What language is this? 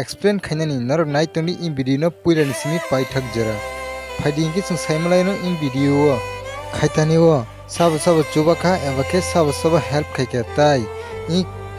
Kok Borok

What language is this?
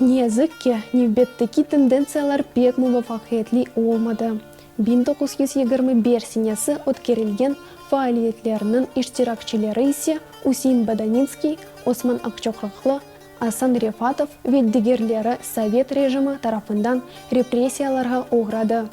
Crimean Tatar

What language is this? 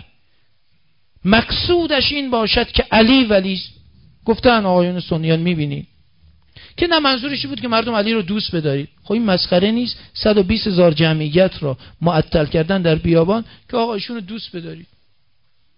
Persian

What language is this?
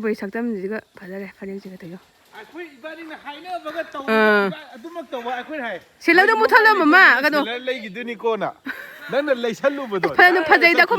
Manipuri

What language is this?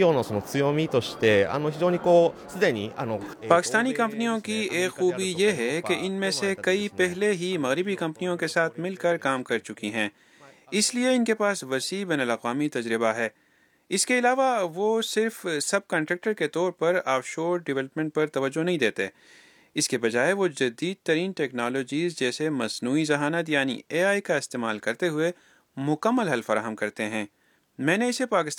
Urdu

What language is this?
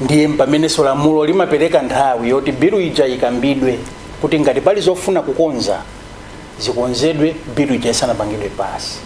Nyanja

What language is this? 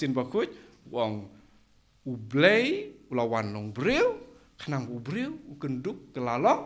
Khasi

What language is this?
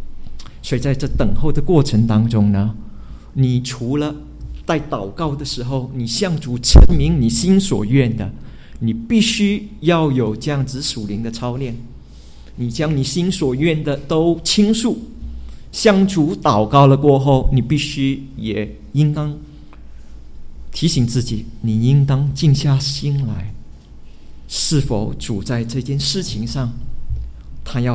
Chinese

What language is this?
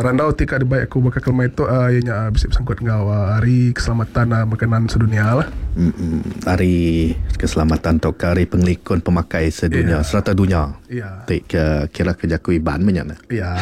Iban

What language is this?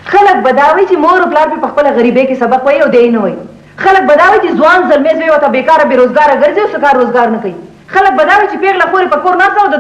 Pashto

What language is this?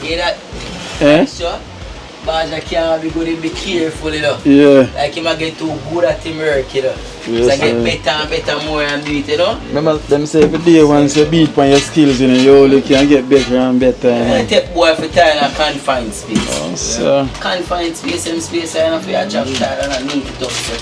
Jamaican Creole English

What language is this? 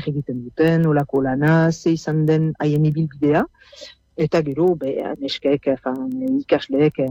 Basque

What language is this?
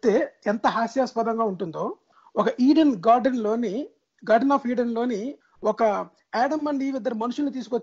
Telugu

